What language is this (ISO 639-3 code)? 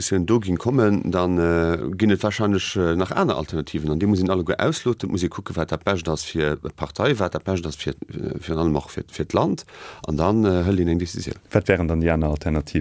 ltz